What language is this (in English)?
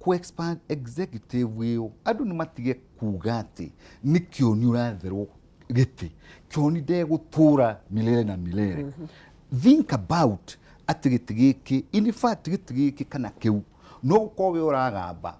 Kikuyu